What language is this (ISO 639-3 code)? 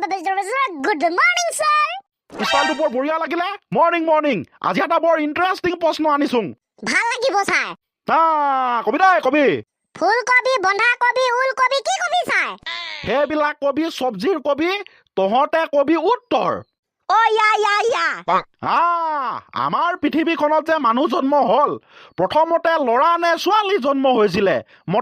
asm